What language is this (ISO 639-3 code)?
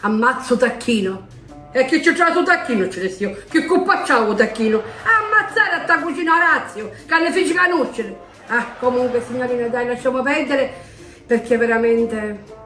scn